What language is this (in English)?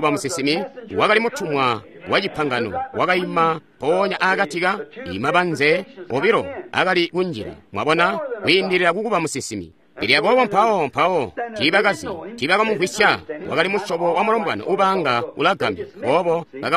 Tonga (Zambia)